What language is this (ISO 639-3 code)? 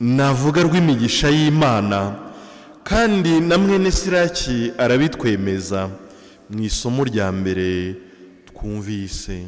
kin